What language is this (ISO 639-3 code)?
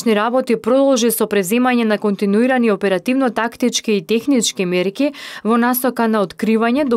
mkd